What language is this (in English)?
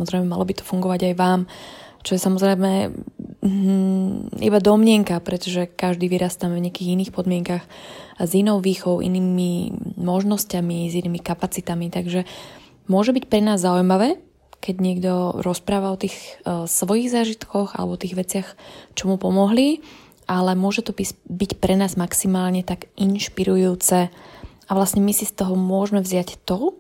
Slovak